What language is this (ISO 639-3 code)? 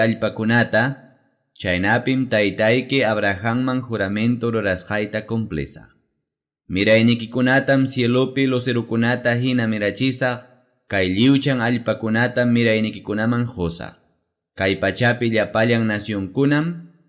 quy